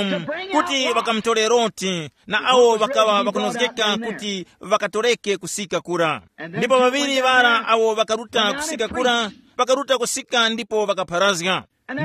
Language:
Tumbuka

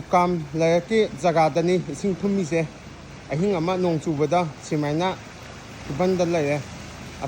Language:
Manipuri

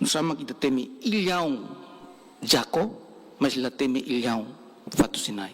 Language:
Tetum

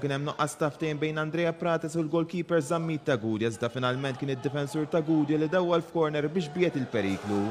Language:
Maltese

